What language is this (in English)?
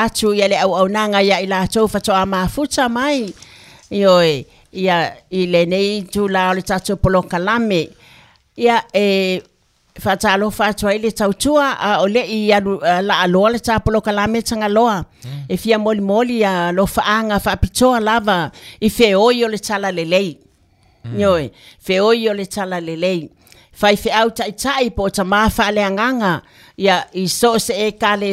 Samoan